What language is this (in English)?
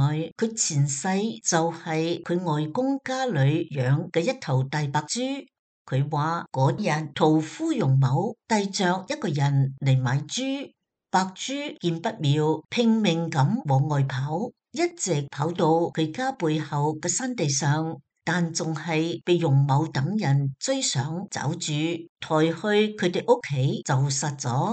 Cantonese